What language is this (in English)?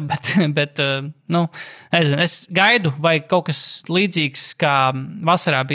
Latvian